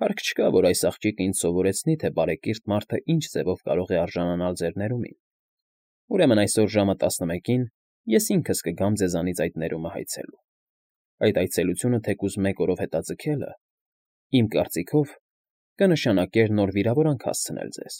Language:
Armenian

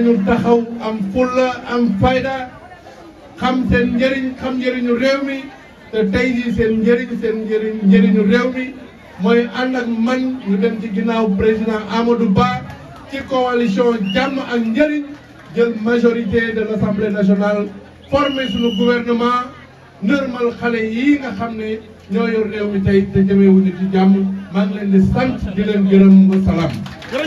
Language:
Wolof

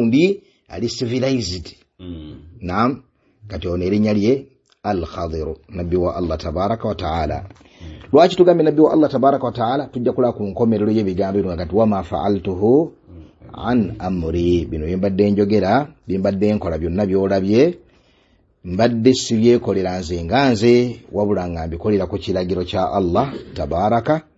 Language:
Ganda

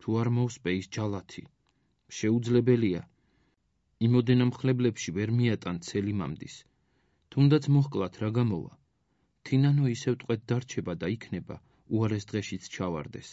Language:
Georgian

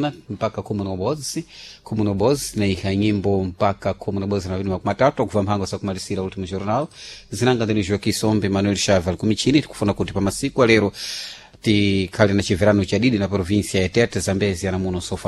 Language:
Sena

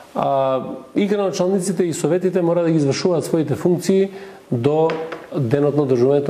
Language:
Macedonian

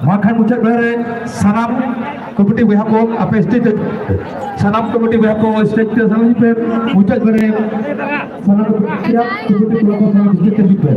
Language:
Santali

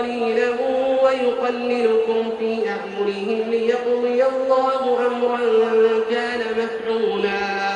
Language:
Arabic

